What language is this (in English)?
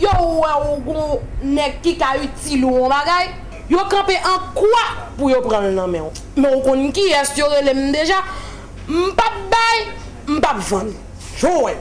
Haitian Creole